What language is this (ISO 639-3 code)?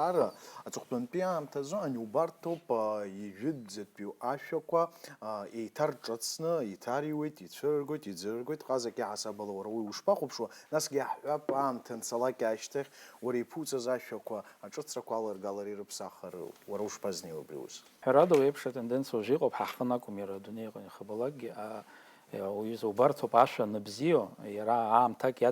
abk